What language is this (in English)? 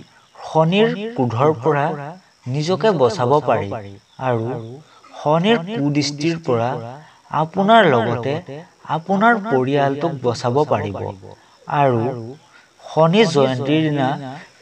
Assamese